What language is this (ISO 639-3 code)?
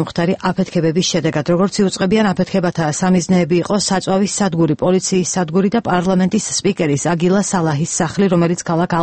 kat